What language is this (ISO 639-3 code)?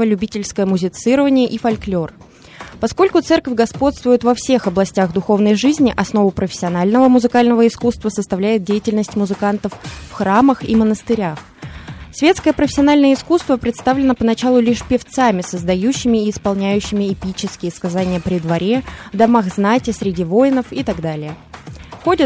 rus